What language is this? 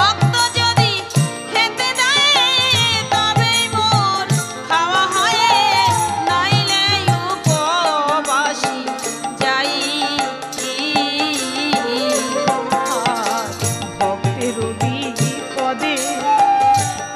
Bangla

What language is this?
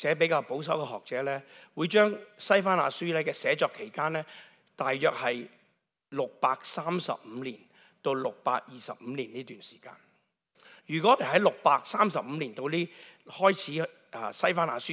Cantonese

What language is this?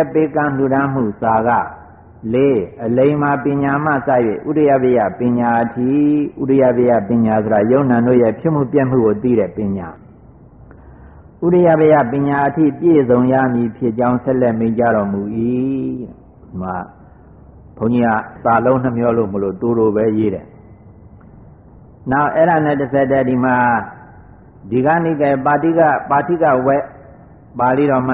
Burmese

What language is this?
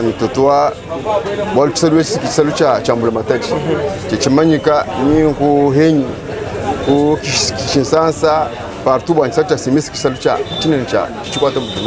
Luba-Lulua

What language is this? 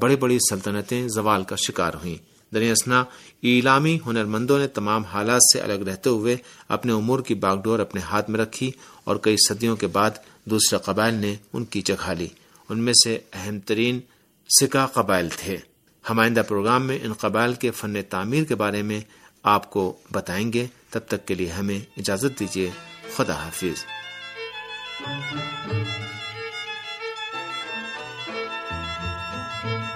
Urdu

